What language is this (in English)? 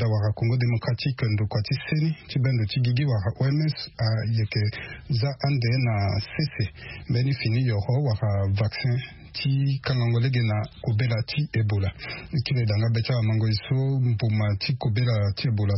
Sango